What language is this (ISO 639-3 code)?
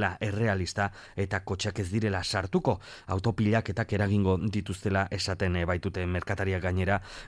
eus